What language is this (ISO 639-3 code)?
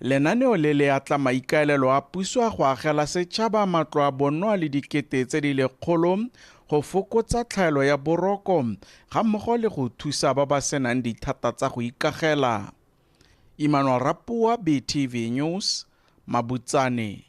tsn